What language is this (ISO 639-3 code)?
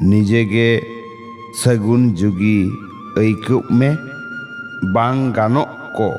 sat